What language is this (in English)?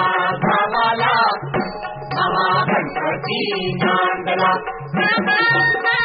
Marathi